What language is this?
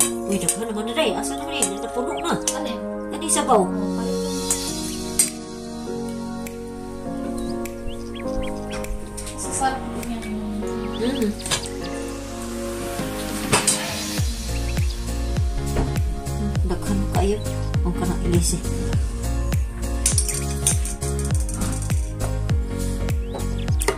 Filipino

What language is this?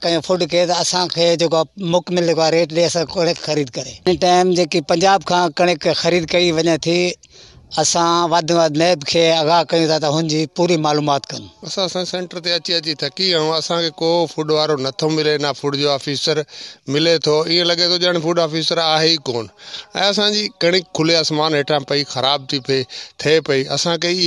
Sindhi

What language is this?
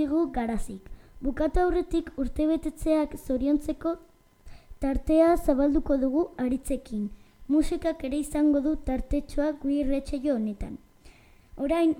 Basque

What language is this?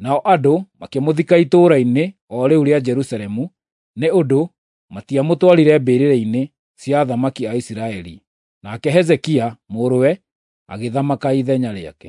Kikuyu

